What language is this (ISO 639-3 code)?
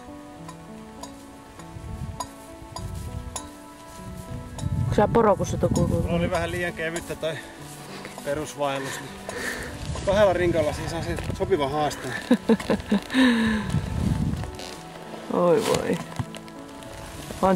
fin